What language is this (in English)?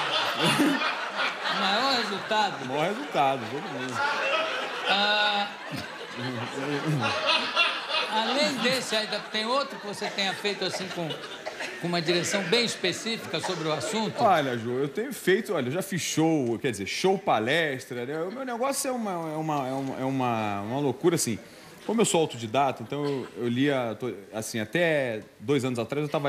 Portuguese